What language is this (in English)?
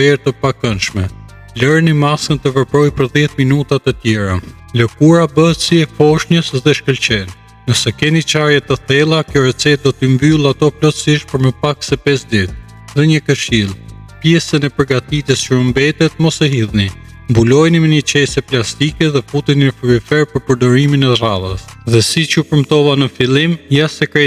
Albanian